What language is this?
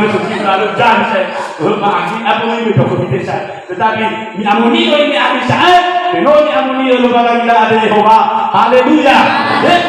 Nias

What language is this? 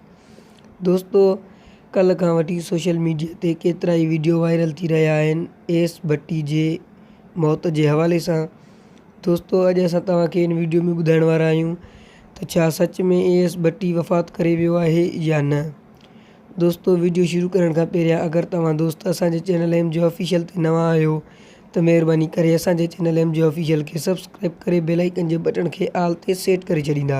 Sindhi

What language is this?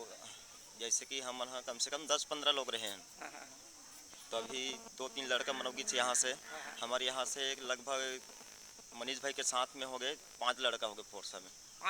Chhattisgarhi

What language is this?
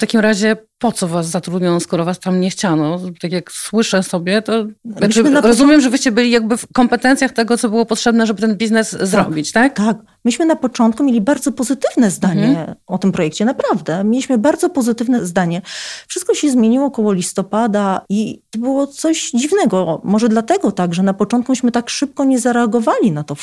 Polish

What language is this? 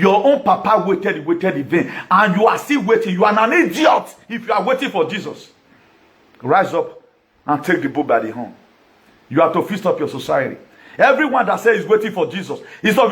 Nigerian Pidgin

